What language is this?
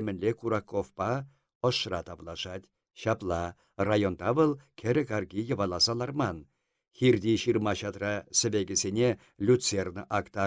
Chuvash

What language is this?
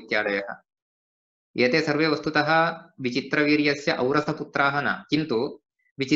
Sanskrit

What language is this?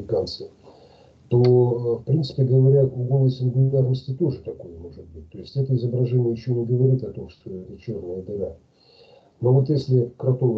Russian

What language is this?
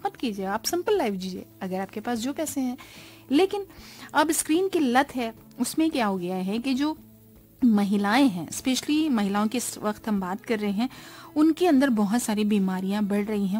Hindi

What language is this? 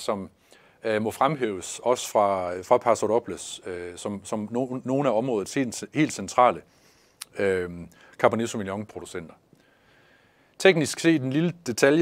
Danish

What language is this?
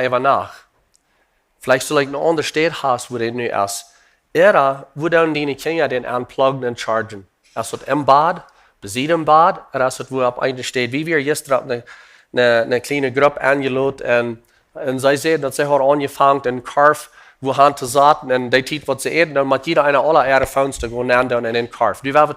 Plautdietsch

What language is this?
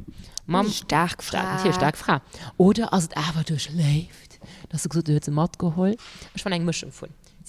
Luxembourgish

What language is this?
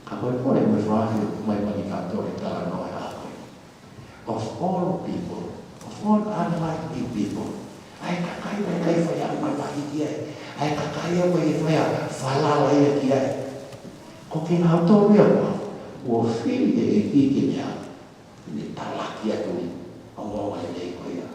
Tongan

